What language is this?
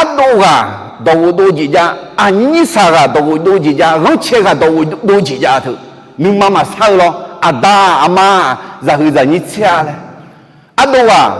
Akha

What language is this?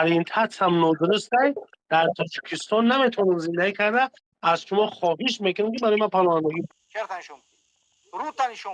Tajik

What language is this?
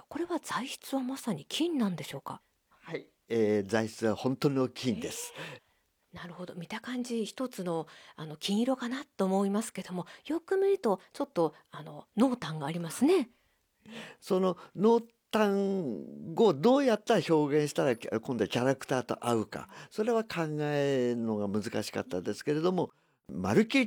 Japanese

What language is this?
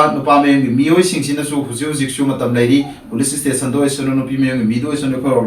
Manipuri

